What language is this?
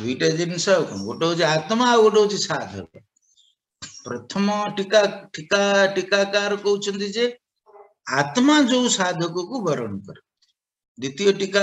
Odia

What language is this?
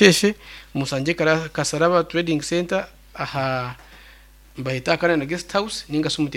Nyankole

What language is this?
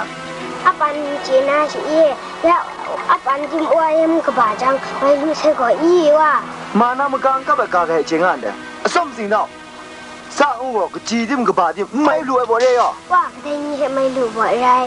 Kachin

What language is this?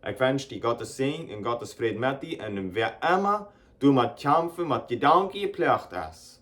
Plautdietsch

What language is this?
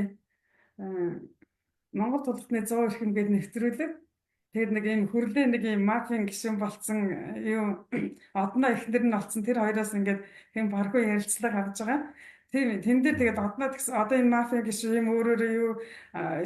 Mongolian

